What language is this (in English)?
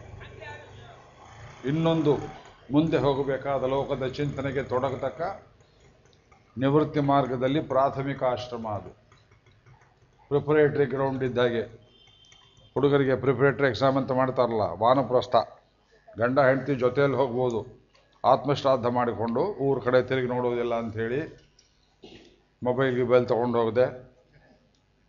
Kannada